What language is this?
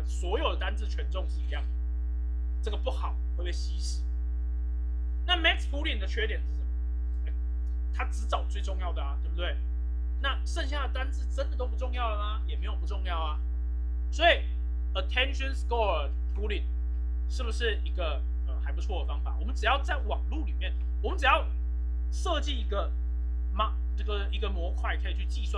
Chinese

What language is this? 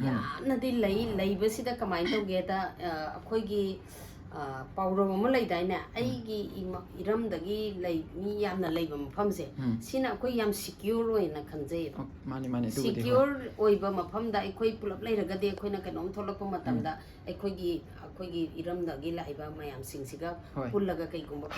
Manipuri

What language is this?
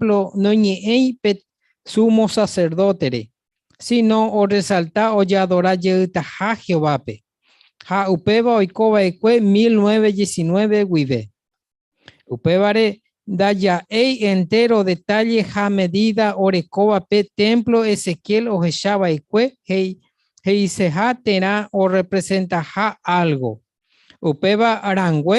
Guarani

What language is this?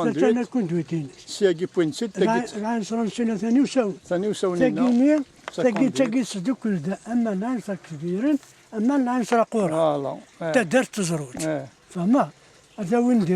Kabyle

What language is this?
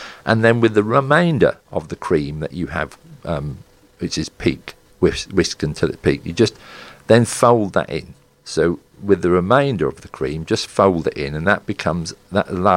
English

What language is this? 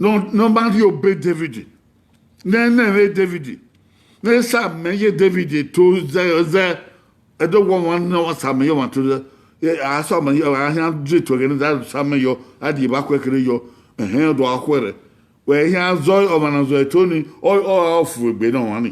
Bini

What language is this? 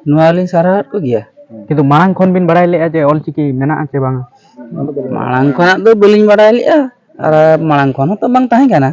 Santali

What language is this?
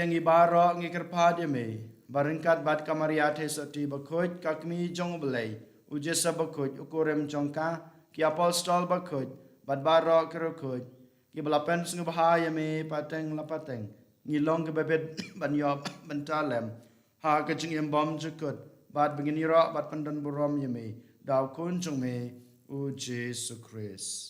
Khasi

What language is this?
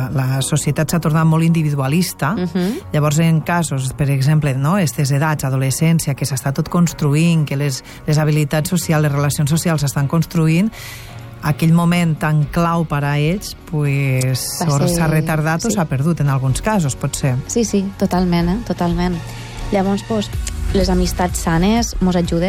Catalan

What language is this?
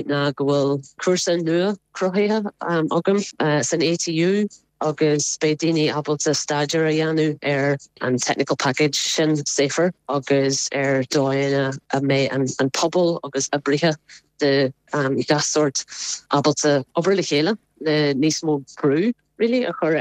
Irish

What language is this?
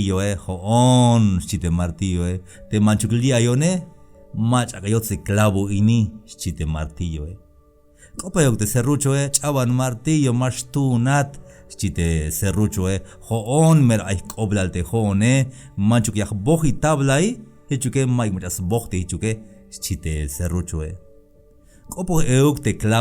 Tzeltal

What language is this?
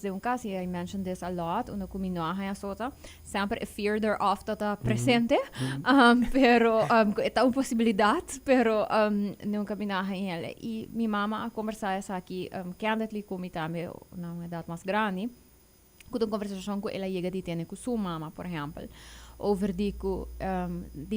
Papiamento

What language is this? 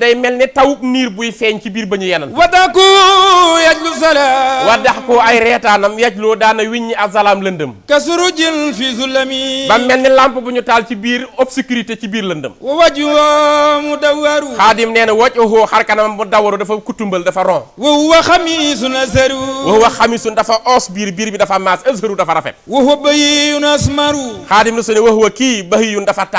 Wolof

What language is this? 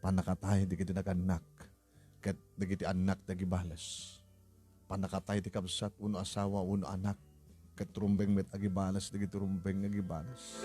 Iloko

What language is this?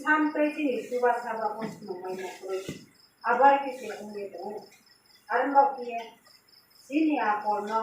Riang (India)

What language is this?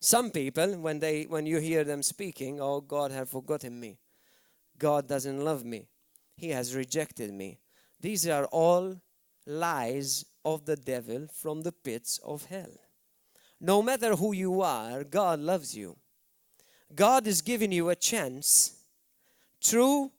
English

